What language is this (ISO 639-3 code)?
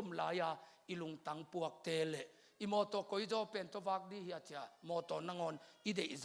ctd